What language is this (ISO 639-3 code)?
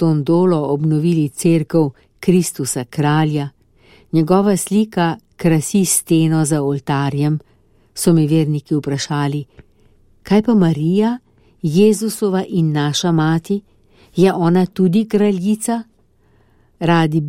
slv